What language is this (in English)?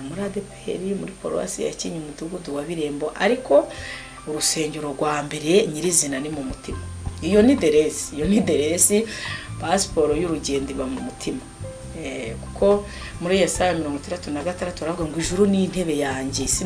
Kinyarwanda